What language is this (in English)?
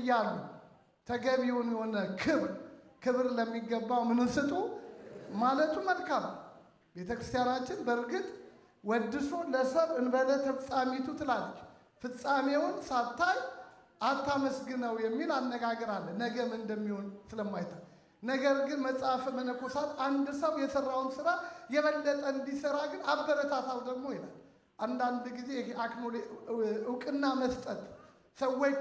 Amharic